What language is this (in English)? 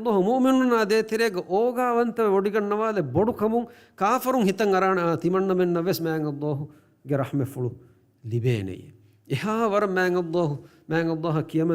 Divehi